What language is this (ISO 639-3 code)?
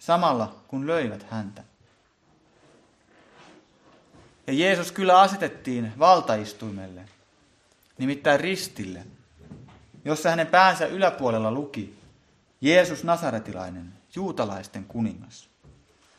fin